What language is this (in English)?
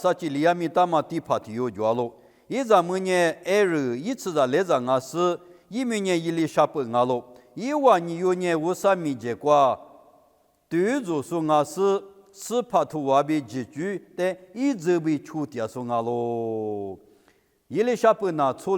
Lisu